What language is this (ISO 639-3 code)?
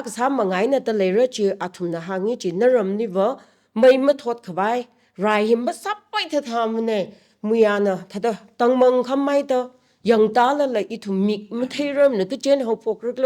nmf